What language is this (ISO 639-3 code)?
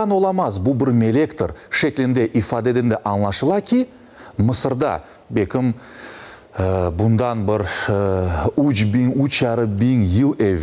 crh